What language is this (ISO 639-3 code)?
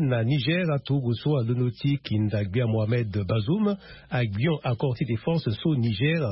sag